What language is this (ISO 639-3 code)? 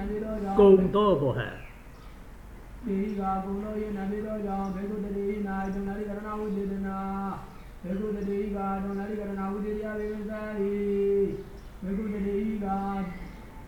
mya